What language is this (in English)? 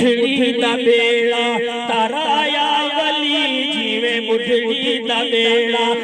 Saraiki